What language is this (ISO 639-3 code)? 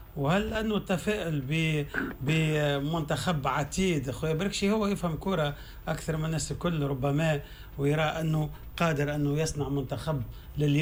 aeb